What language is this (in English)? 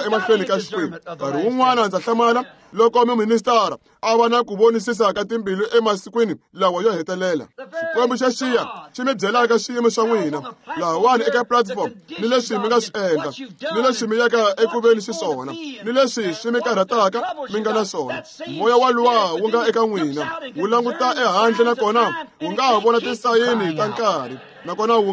Tsonga